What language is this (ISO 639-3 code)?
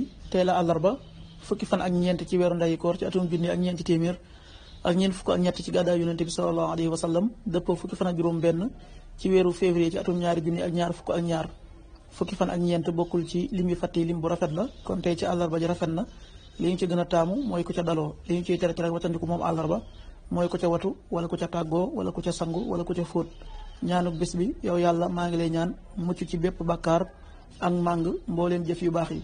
wol